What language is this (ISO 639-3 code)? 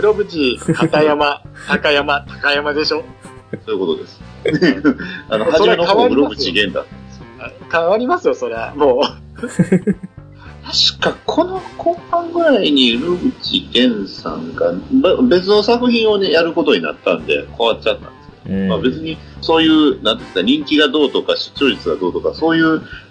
jpn